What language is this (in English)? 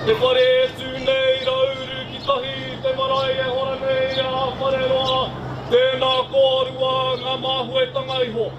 Māori